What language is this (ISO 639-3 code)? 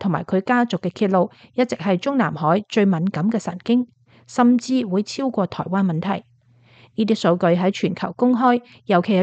yue